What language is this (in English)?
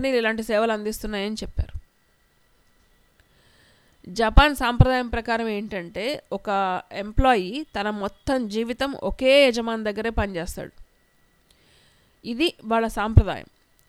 Telugu